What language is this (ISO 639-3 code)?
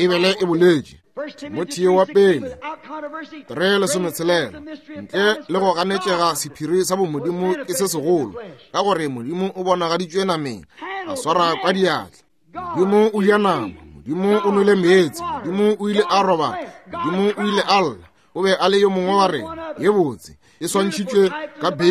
nso